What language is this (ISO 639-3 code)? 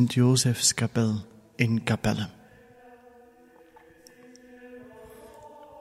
nld